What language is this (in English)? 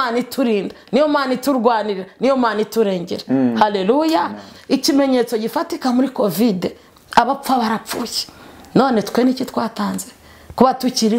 Kinyarwanda